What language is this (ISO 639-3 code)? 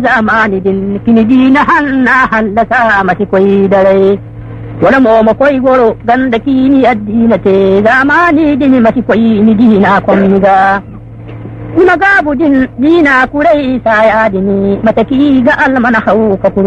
dje